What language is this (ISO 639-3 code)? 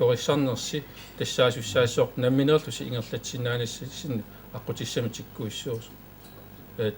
kal